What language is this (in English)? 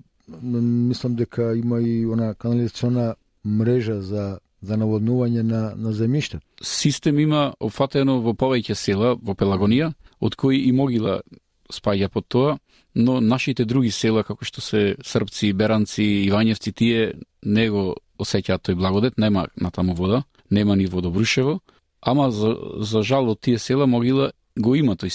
Macedonian